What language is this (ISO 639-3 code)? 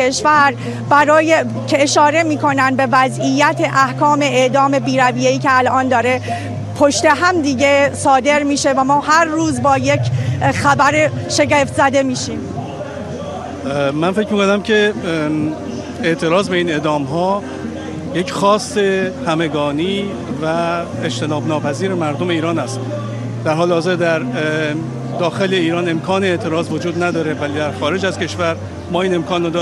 fas